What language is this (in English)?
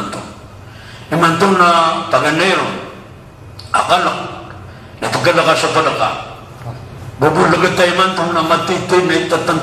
Maranao